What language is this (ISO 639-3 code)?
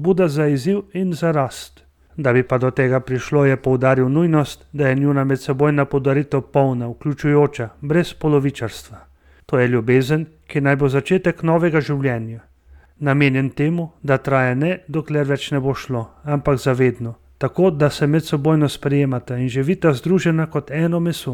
slv